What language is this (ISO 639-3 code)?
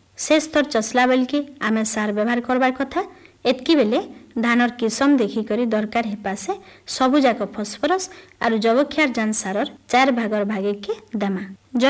ori